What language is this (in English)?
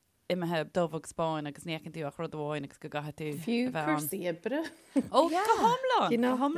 Irish